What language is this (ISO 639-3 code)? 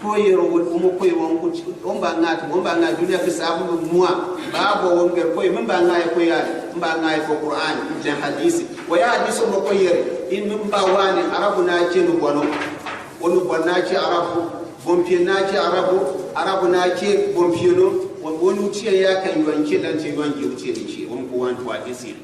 gux